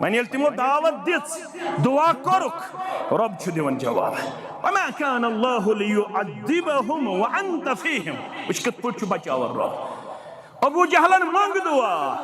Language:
Kashmiri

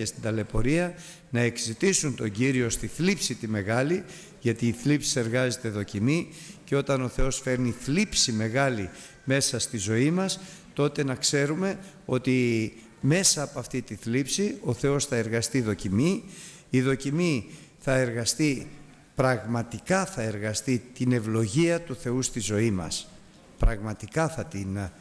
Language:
Greek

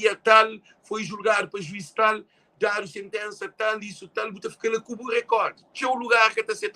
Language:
Kabuverdianu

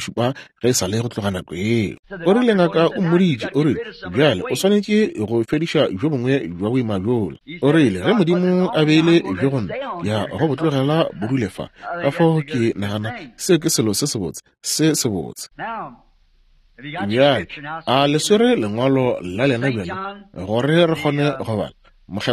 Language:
Northern Sotho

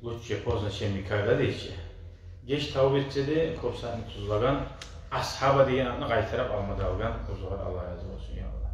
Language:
Kumyk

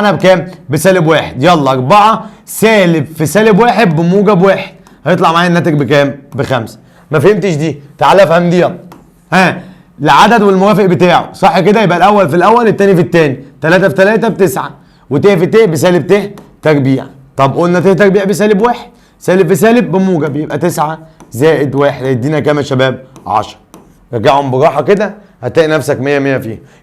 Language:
Egyptian Arabic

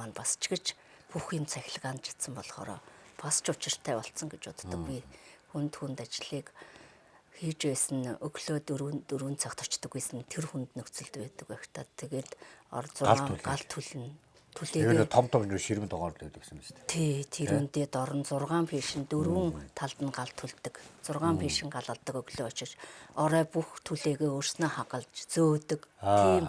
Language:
Mongolian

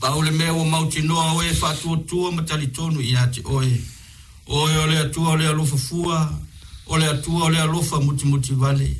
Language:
Samoan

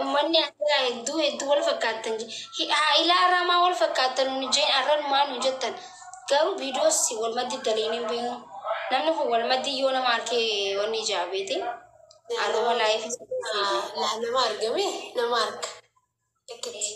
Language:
Oromo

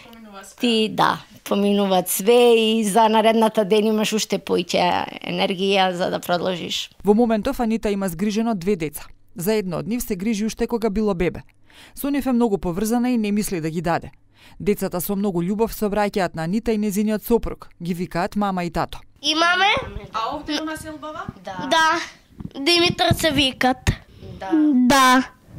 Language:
Macedonian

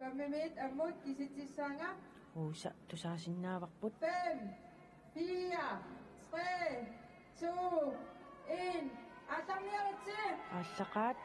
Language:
Kalaallisut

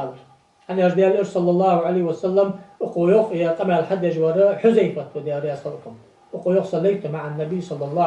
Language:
Ingush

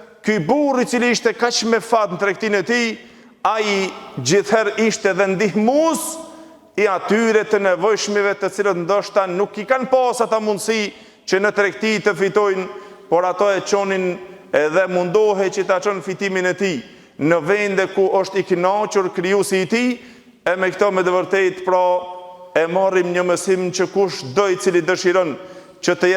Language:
Albanian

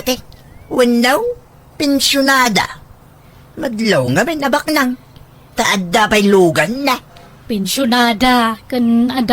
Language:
Iloko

